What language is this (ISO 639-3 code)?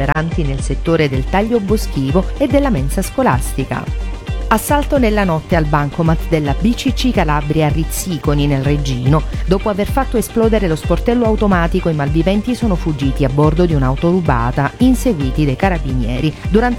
ita